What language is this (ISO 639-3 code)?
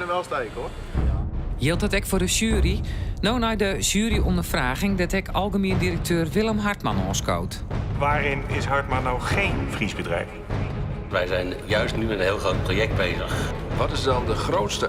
fry